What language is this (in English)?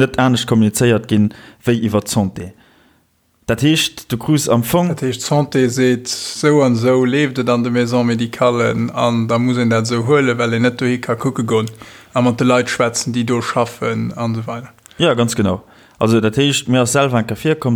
Luxembourgish